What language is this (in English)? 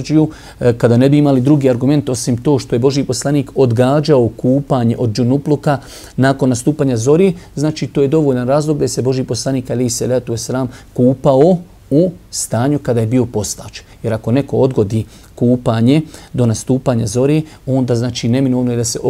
Bosnian